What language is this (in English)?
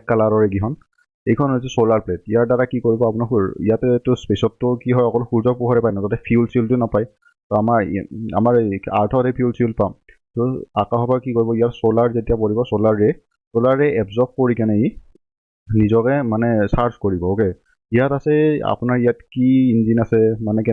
Assamese